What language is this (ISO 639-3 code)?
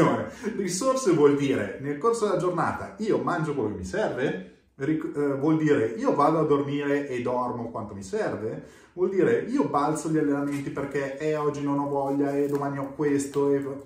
ita